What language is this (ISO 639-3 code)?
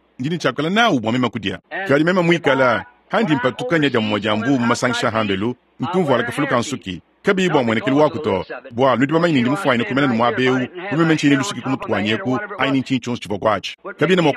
lua